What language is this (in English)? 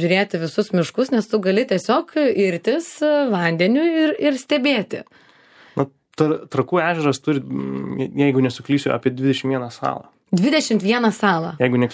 Lithuanian